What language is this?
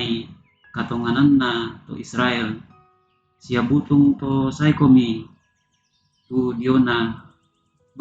Toraja-Sa'dan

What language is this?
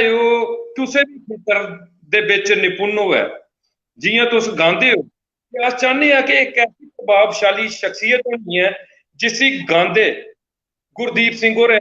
Dogri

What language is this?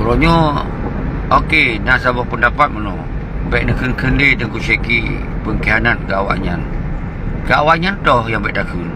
Achinese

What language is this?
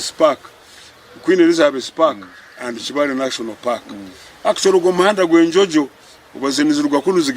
Nyankole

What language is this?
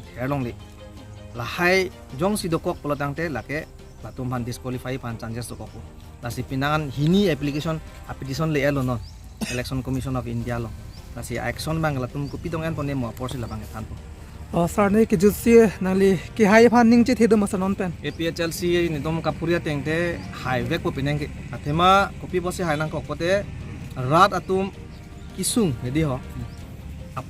Karbi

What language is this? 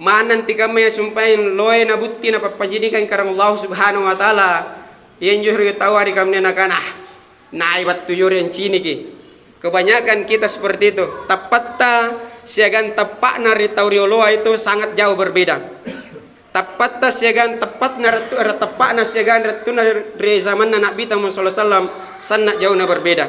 Makasar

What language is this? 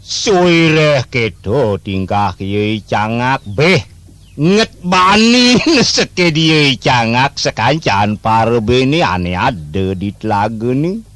Balinese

